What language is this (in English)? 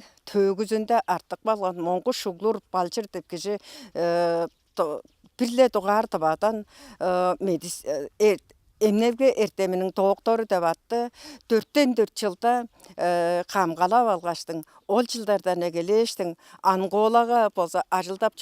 Tuvinian